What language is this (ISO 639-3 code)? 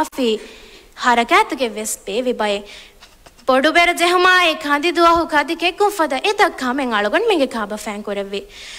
div